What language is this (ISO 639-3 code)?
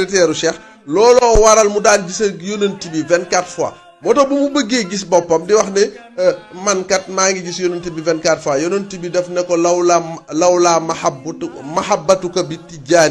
wol